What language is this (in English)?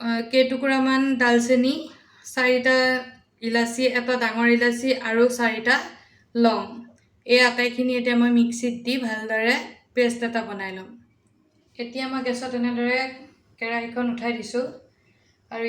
Assamese